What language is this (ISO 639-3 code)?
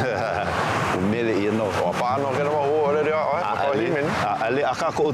haw